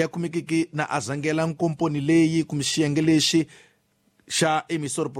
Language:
Tsonga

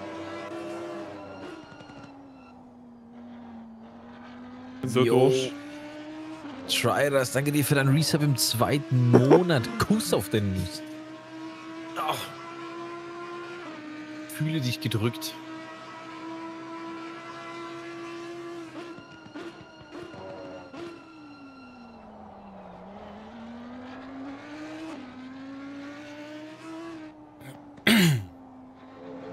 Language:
German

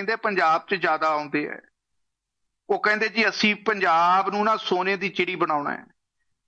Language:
Punjabi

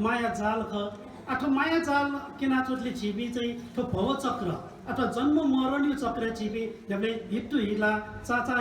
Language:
Newari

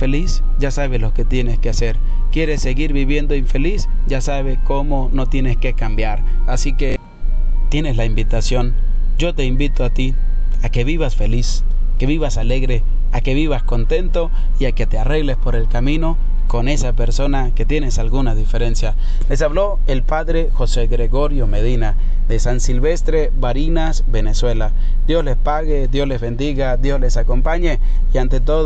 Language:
Spanish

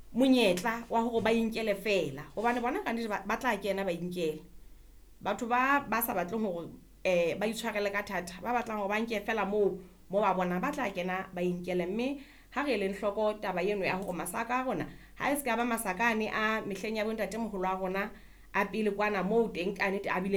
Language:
Southern Sotho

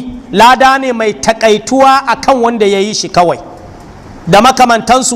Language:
Hausa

